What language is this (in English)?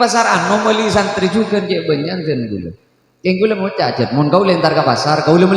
Madurese